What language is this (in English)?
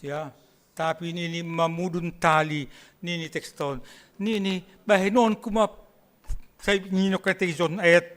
Batak Simalungun